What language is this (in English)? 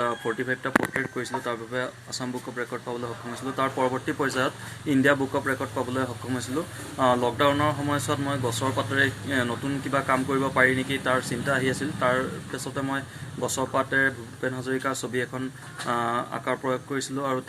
Assamese